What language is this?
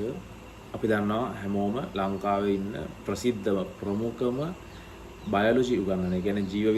Sinhala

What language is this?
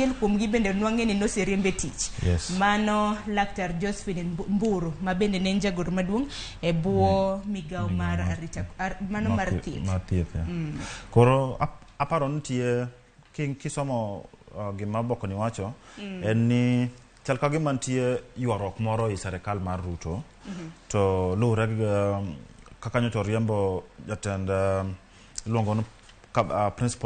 Luo (Kenya and Tanzania)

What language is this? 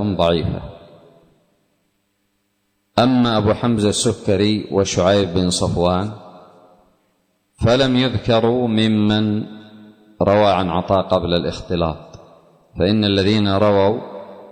Arabic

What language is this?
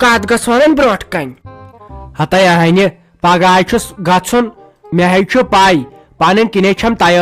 Kashmiri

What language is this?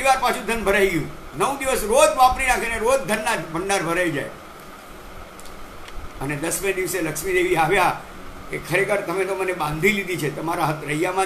Gujarati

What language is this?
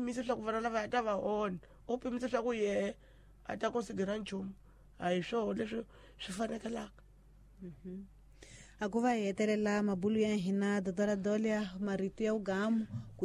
Tsonga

